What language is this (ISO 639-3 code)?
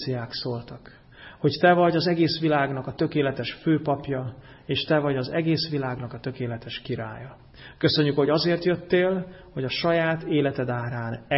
hun